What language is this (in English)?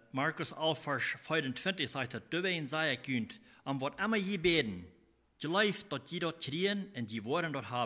Plautdietsch